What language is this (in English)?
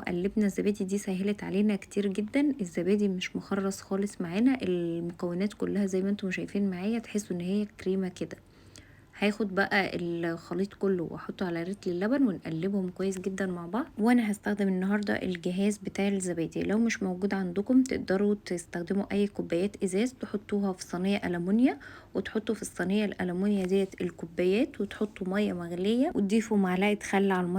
Egyptian Arabic